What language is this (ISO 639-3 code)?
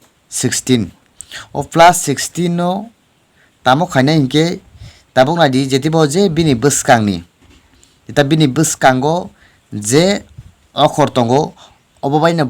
trp